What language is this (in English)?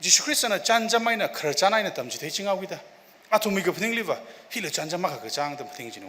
Tangkhul Naga (India)